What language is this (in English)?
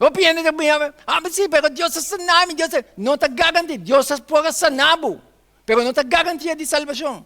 Papiamento